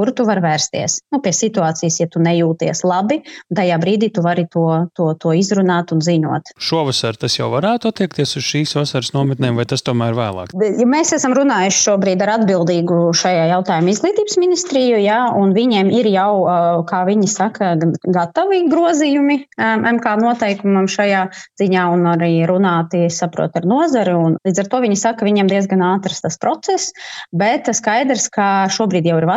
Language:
Latvian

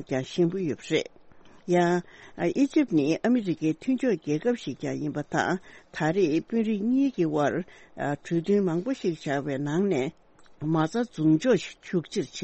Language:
Tibetan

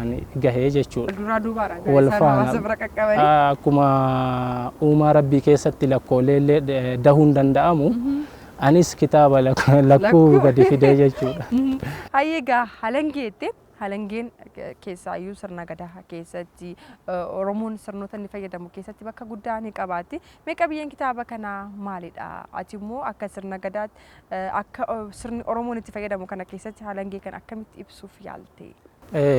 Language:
Oromo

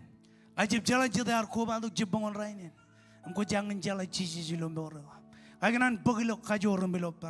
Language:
Marshallese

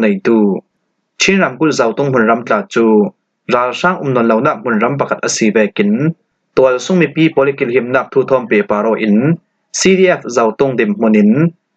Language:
Falam Chin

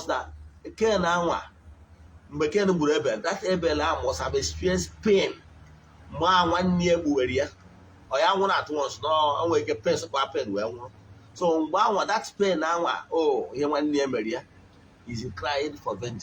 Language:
Igbo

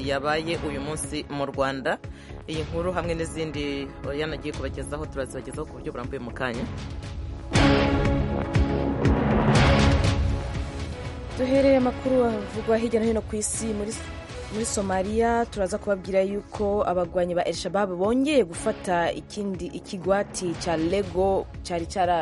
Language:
Kinyarwanda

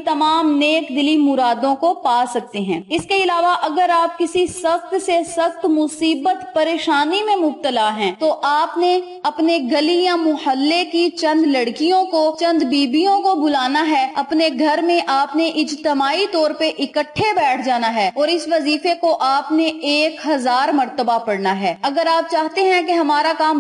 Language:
Urdu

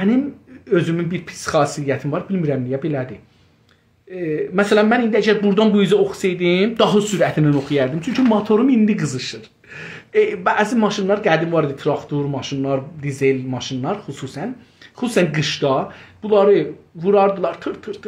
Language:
South Azerbaijani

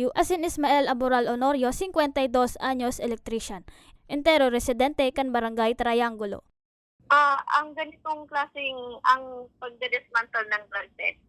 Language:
Bikol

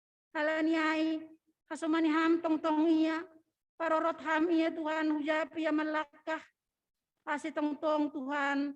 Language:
Batak Simalungun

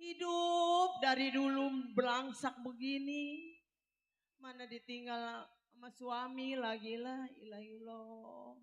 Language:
Betawi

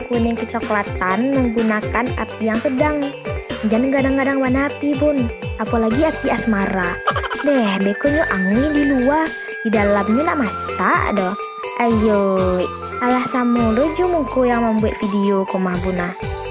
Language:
Minangkabau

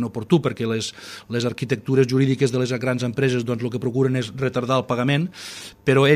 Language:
Catalan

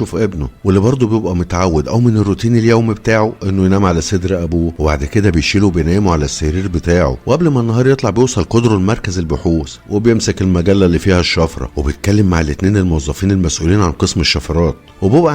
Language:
Egyptian Arabic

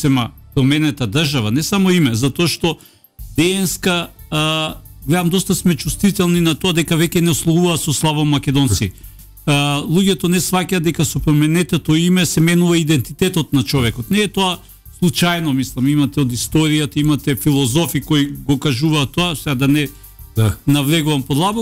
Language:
Macedonian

